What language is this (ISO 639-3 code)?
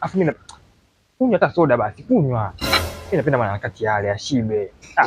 swa